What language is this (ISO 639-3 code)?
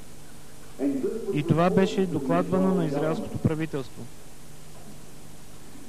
bul